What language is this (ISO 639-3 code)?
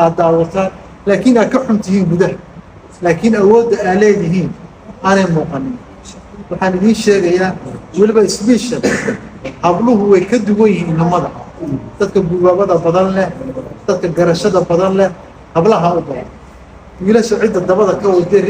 som